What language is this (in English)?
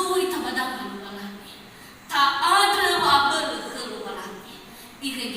Nias